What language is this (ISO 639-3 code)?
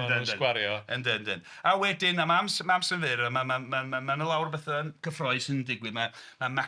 cym